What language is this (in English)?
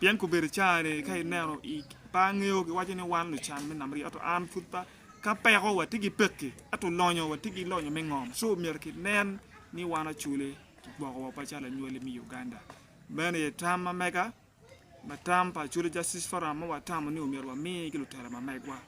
Acoli